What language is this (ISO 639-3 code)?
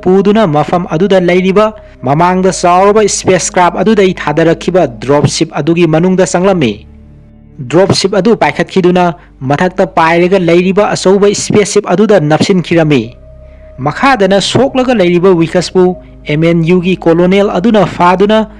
mni